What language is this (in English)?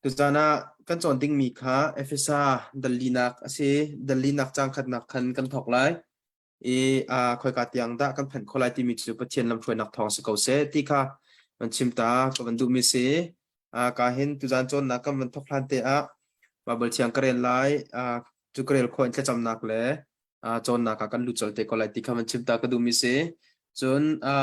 Hakha Chin